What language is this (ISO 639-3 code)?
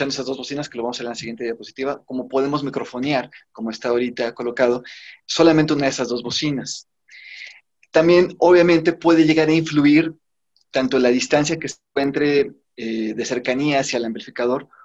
spa